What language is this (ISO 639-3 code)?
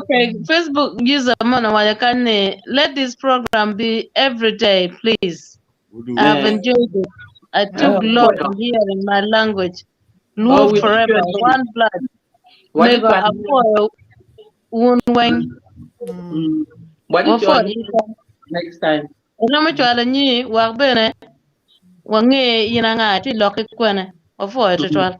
ach